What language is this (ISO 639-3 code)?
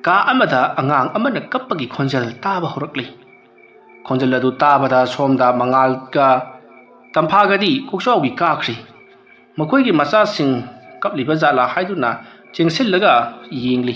mni